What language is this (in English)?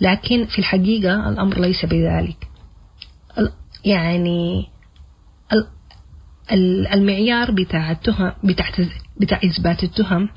Sudanese Arabic